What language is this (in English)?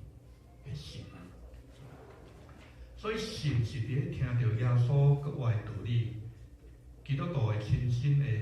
Min Nan Chinese